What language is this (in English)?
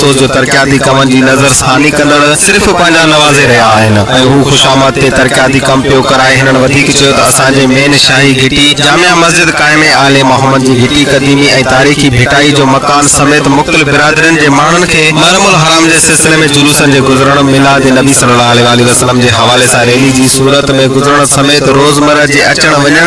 Sindhi